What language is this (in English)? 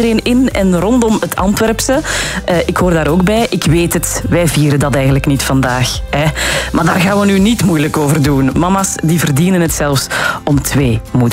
Dutch